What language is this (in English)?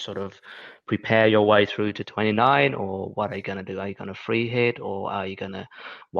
English